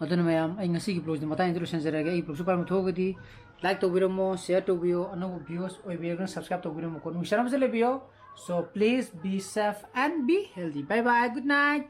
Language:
Manipuri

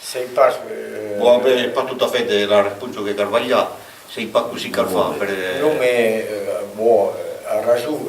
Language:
Occitan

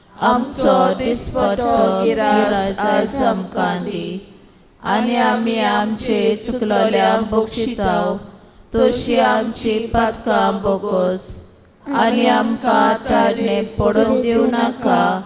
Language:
Konkani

